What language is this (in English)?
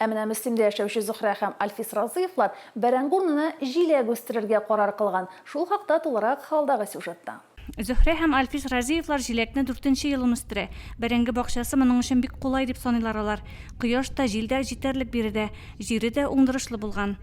Tatar